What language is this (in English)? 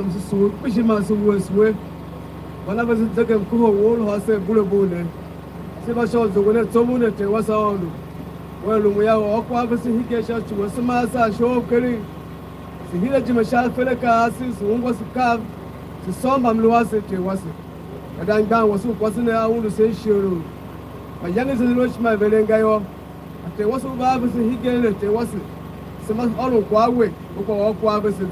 Tiv